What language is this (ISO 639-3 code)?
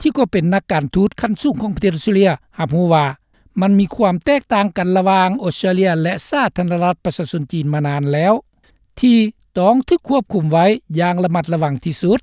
lao